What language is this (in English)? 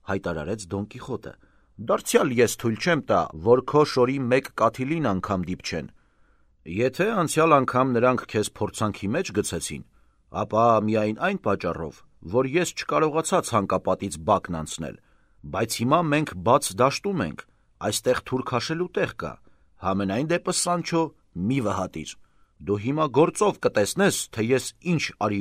Armenian